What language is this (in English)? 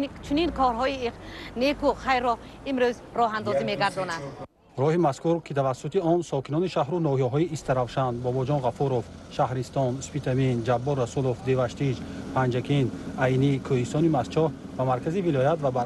Tajik